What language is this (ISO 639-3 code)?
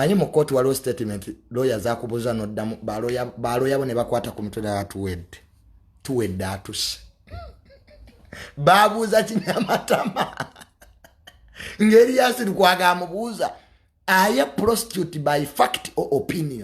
lug